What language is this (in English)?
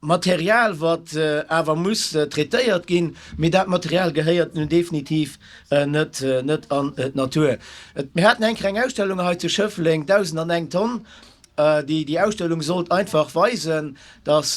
Luxembourgish